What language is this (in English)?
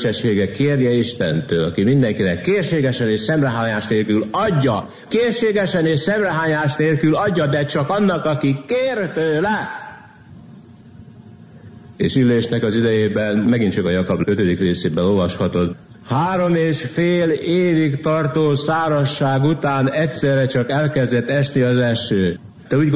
Hungarian